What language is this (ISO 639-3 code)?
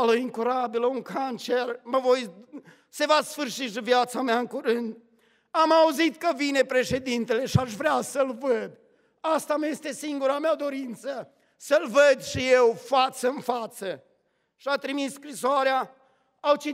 ron